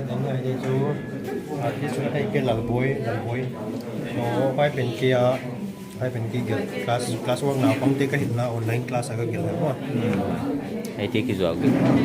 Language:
Paite Chin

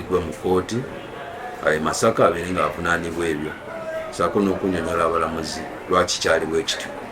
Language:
Ganda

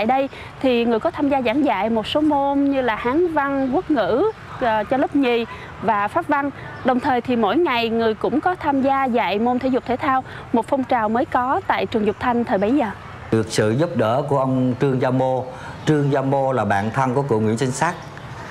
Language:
Vietnamese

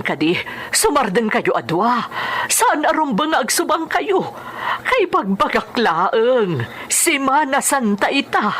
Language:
Iloko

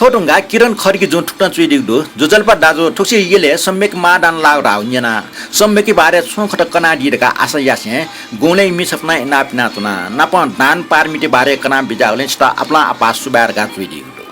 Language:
Newari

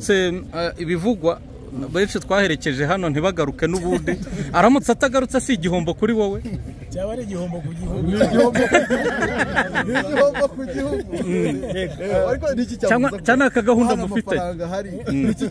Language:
Kinyarwanda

